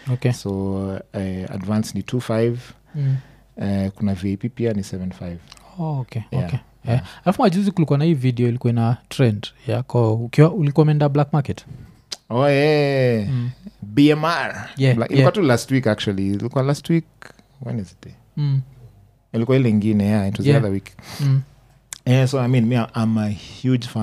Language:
Swahili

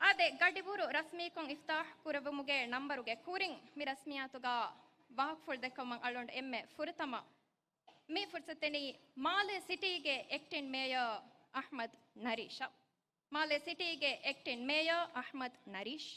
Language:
Divehi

